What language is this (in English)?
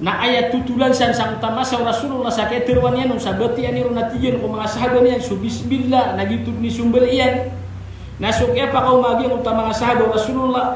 Maranao